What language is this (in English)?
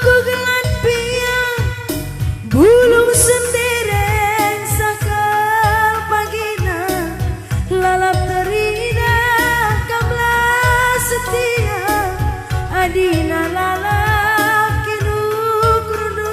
Batak Karo